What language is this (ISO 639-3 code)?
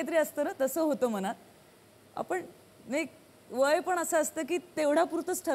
mar